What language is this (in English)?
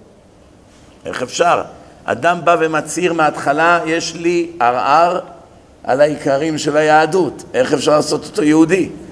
Hebrew